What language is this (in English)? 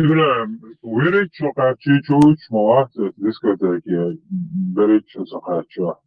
Chechen